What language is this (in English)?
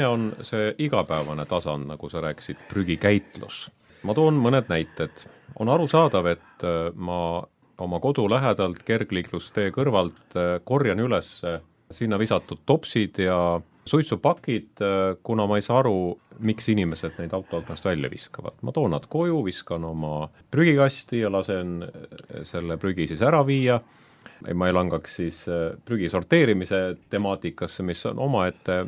Estonian